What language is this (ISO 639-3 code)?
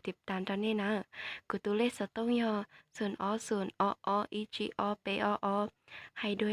hmn